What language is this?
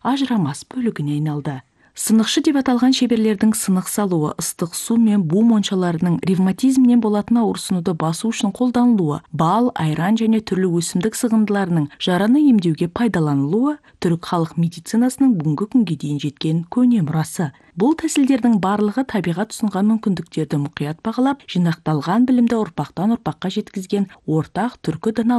Kazakh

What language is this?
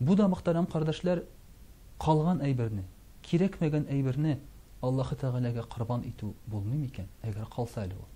Tatar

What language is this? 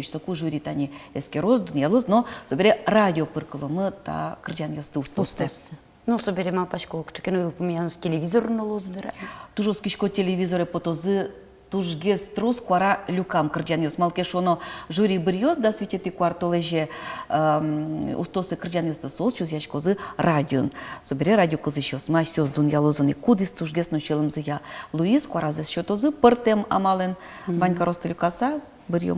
Udmurt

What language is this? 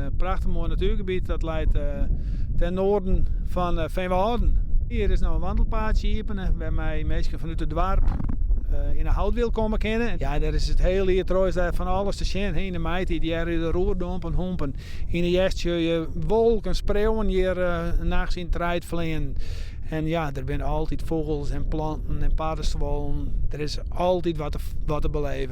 Western Frisian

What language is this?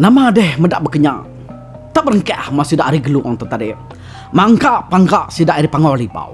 Iban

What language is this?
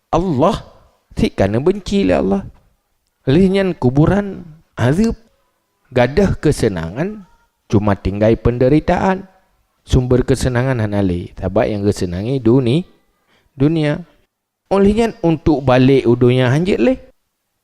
Achinese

